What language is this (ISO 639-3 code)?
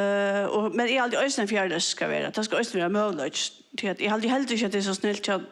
fao